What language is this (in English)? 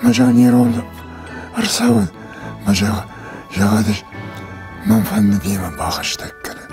Ossetic